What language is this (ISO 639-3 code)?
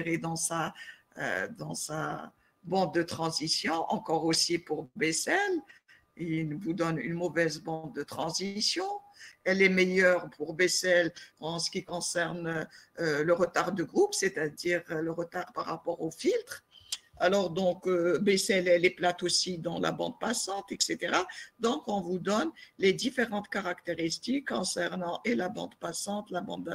fra